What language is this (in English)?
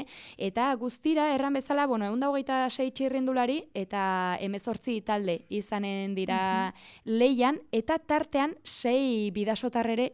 Basque